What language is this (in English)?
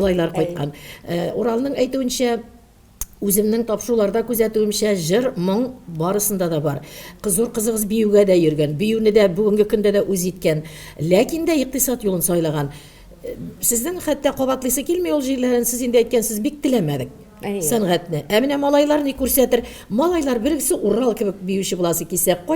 Bashkir